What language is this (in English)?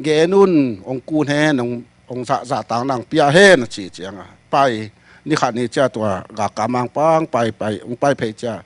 Tedim Chin